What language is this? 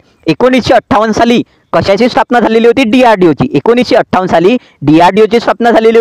Marathi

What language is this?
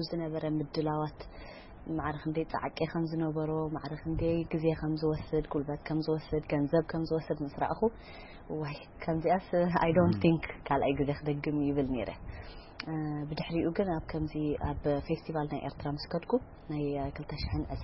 Tigrinya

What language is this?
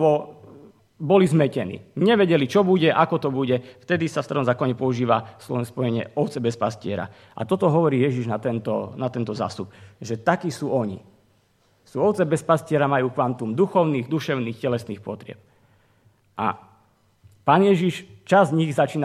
Slovak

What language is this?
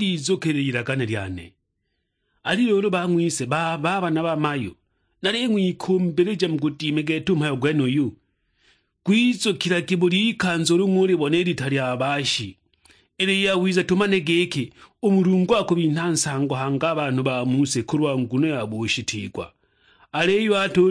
Sukuma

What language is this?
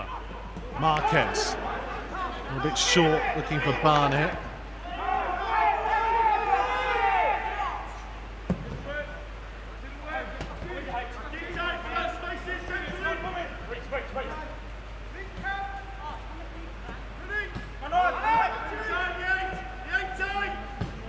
English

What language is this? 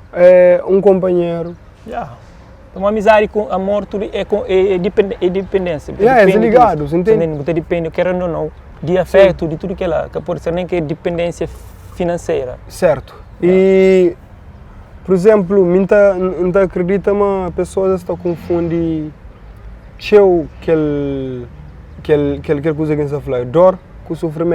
Kabuverdianu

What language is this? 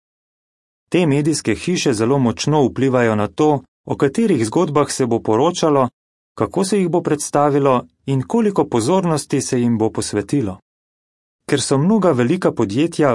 Slovenian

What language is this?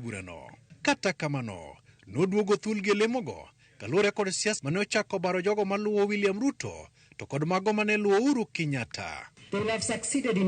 Luo (Kenya and Tanzania)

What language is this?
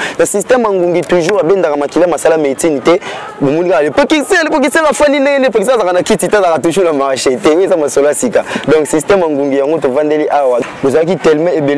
Lingala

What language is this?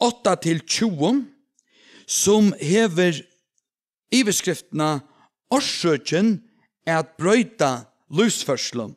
Faroese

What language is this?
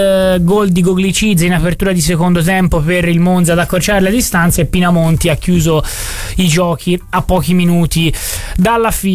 Italian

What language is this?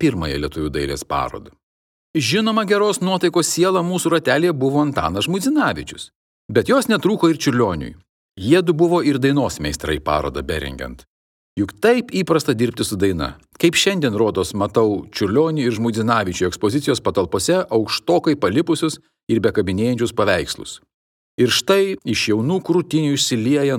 Lithuanian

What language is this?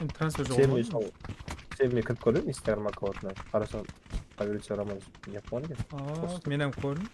Kara-Kalpak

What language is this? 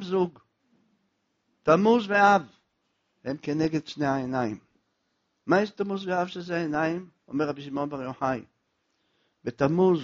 Hebrew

